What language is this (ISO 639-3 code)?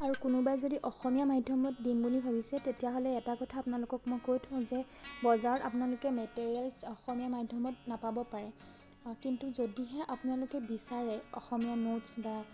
asm